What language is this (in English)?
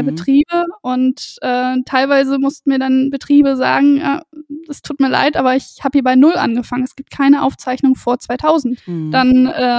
German